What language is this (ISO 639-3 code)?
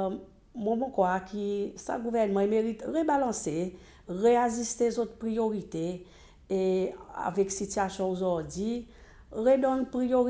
crs